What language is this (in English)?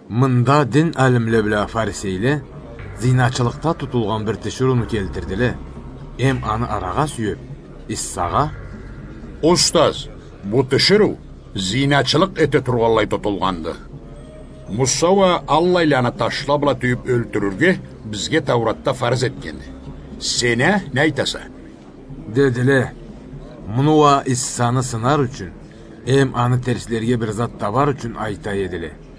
Karachay-Balkar